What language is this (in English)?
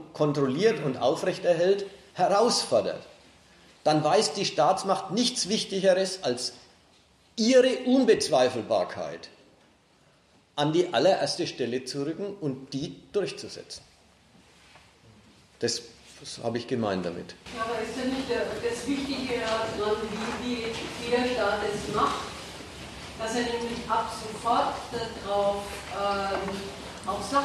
German